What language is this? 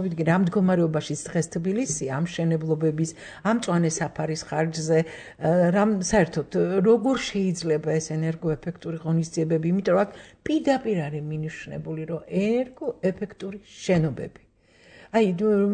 Georgian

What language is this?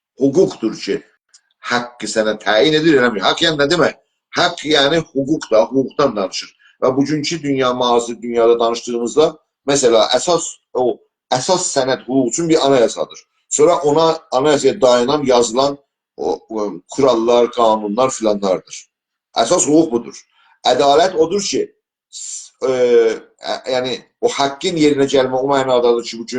South Azerbaijani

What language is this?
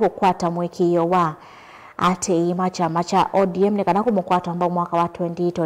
Kamba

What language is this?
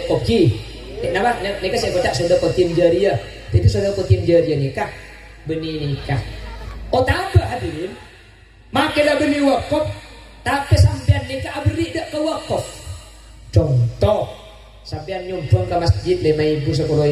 Madurese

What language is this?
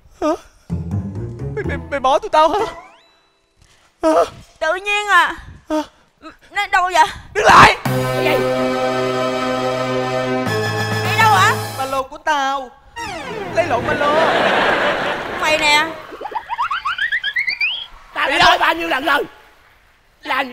Vietnamese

